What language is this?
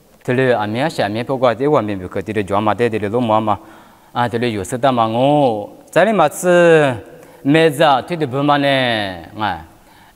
Lisu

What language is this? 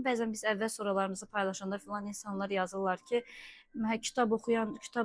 Azerbaijani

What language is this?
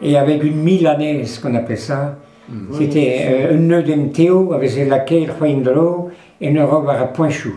Breton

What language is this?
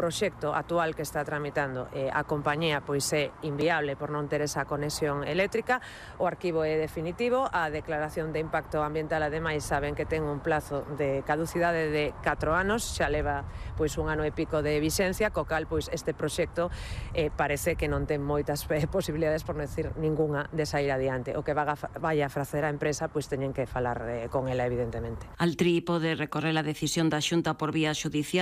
Galician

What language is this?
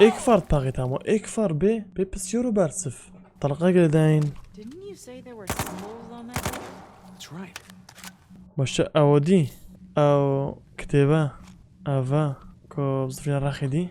Kurdish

